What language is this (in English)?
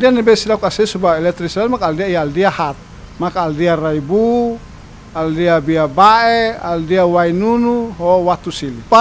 Tetum